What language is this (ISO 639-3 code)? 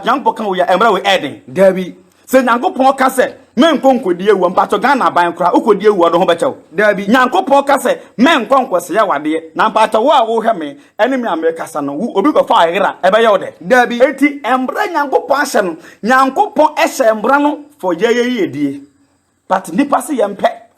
aka